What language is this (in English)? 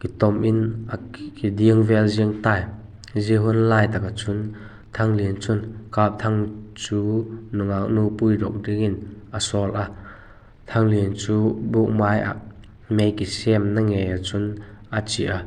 Vaiphei